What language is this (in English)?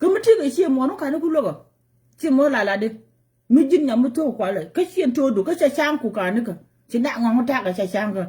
Nuer